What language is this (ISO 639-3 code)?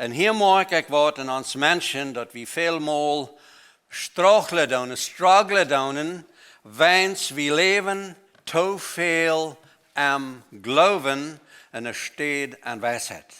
pdt